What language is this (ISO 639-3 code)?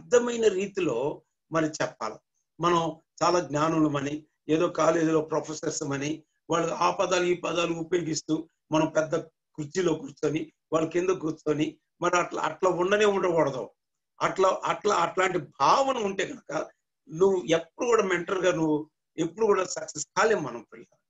tel